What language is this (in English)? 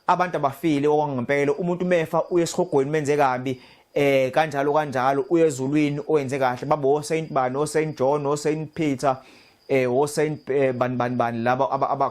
Zulu